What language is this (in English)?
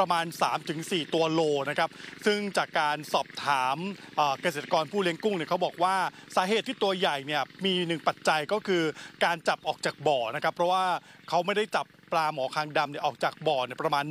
Thai